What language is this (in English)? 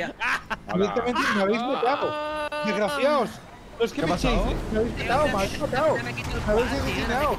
Spanish